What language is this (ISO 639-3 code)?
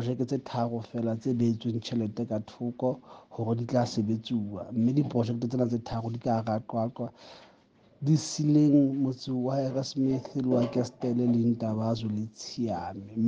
sot